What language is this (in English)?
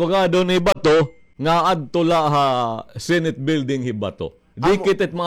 Waray